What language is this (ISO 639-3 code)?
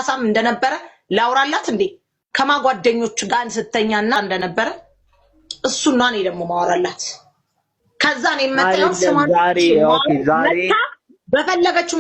amh